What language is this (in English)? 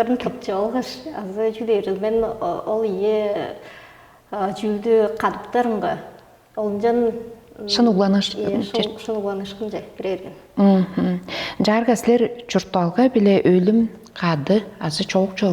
Tuvinian